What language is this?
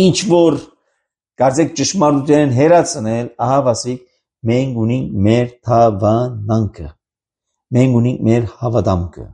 Armenian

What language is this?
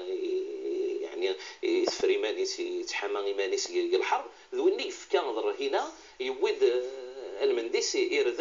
Kabyle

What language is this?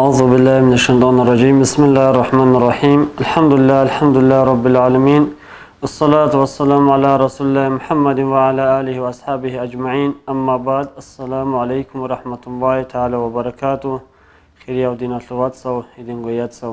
Avaric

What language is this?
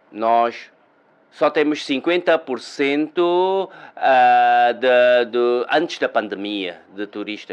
Portuguese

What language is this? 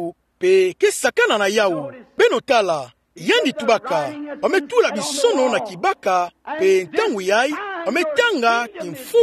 Kituba (Democratic Republic of Congo)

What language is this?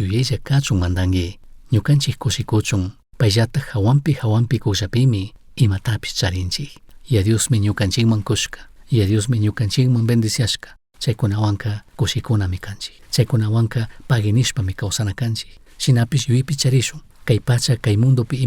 Chimborazo Highland Quichua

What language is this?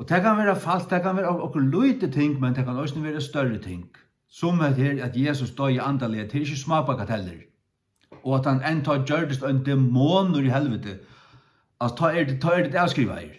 Faroese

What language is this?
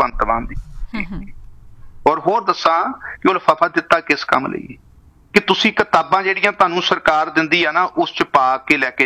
Punjabi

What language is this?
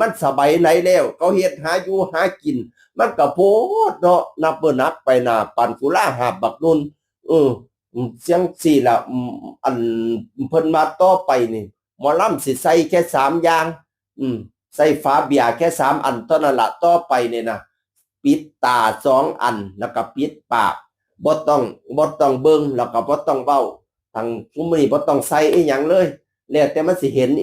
Northeastern Thai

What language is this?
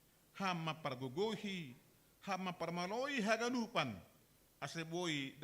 Batak Simalungun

